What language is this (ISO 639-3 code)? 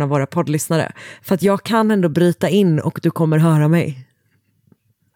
swe